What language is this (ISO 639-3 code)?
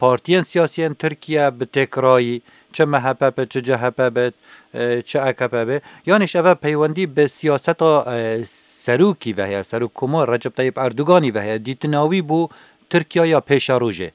kur